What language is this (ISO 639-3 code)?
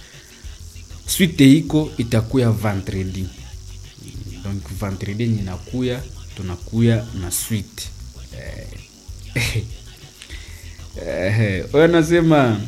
swa